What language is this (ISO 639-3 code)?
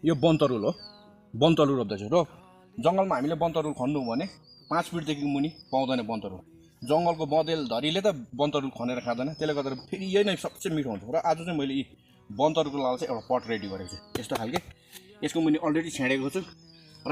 nep